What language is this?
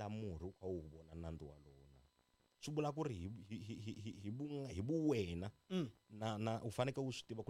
Tsonga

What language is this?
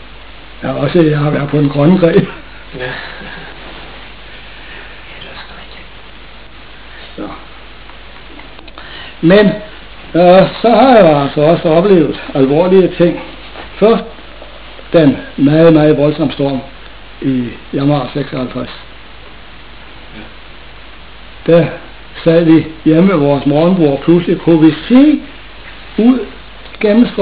Danish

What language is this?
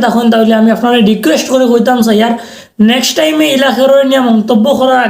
Sylheti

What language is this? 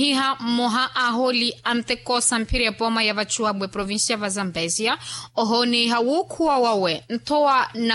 Makhuwa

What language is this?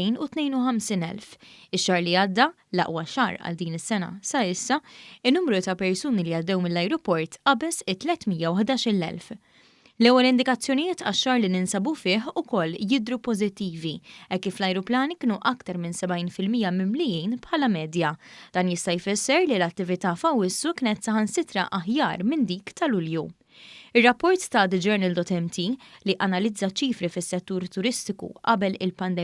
Maltese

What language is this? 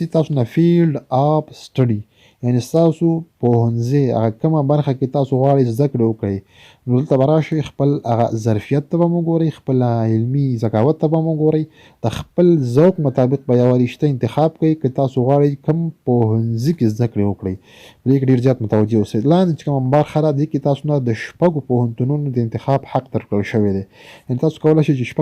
Pashto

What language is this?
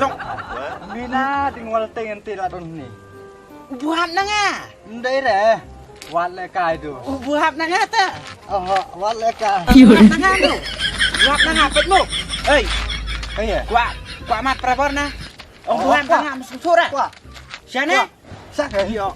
Khasi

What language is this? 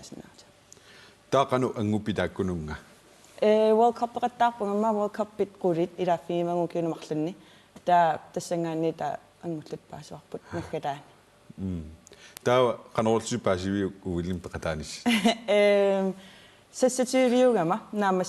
Kalaallisut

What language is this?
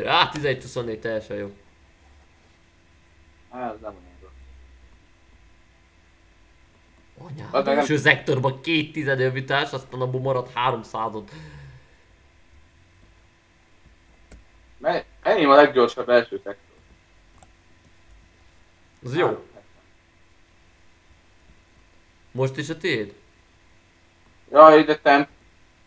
Hungarian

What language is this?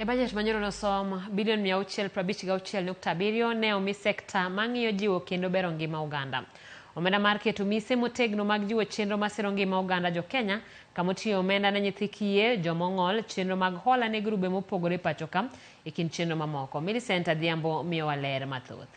Luo (Kenya and Tanzania)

